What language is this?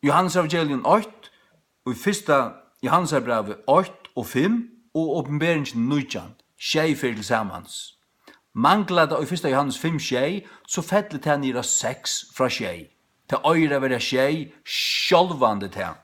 Faroese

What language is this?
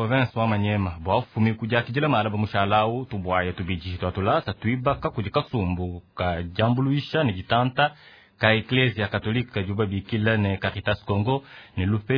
Luba-Lulua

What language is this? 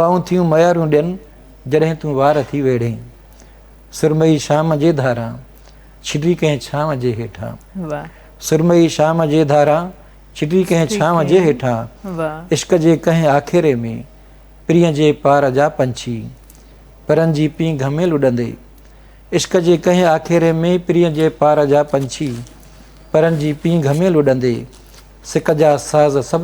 Sindhi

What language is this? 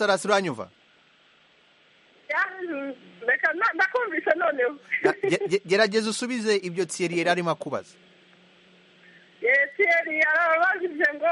Kinyarwanda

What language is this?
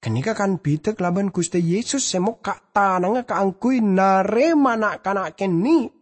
Madurese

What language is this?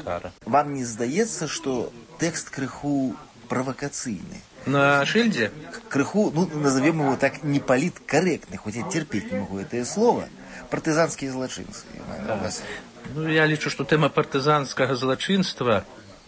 Belarusian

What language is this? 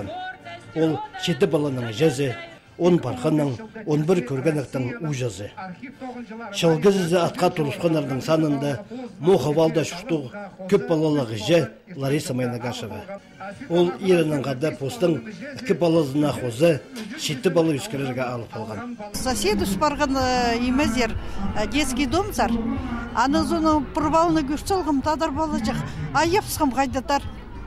Khakas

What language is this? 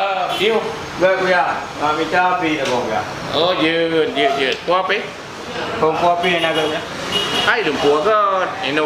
Achinese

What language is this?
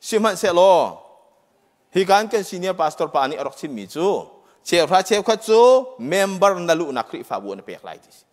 Hakha Chin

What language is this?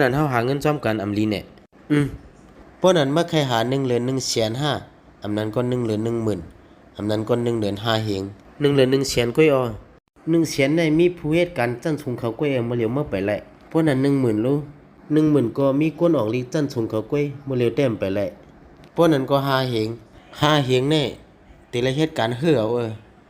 Shan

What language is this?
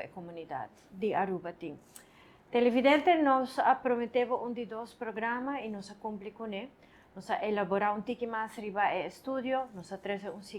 Papiamento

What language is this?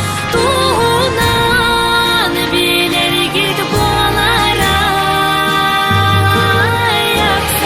Yakut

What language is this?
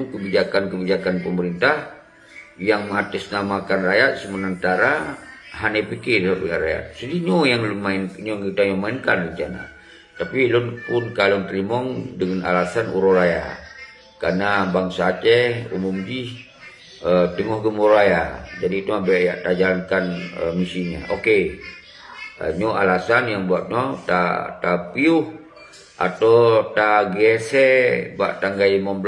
Achinese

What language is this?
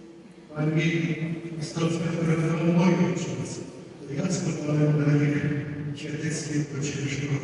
Polish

